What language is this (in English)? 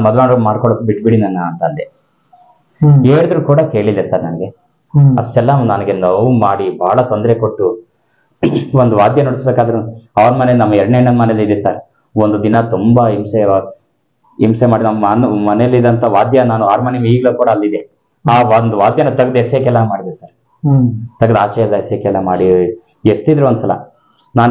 Kannada